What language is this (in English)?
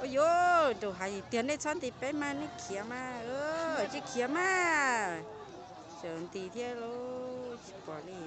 Hmong